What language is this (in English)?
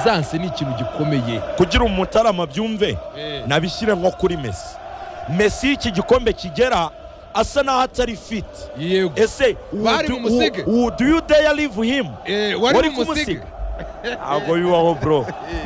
Kinyarwanda